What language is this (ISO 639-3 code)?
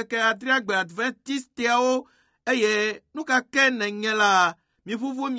ewe